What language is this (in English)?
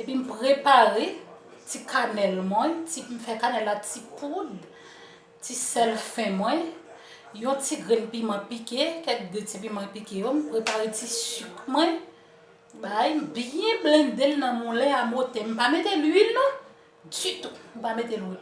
Haitian Creole